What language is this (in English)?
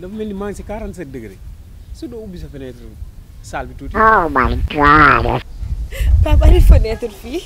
Wolof